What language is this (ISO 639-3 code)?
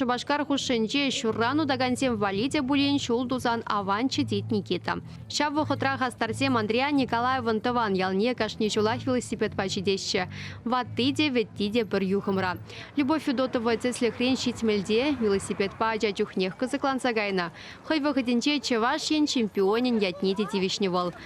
chv